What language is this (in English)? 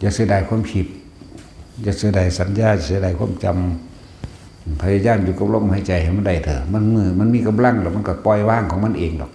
Northeastern Thai